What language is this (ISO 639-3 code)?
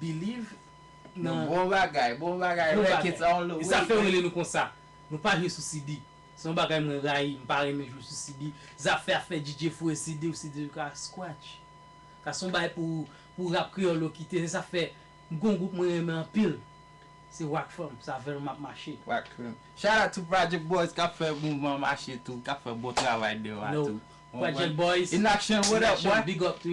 hat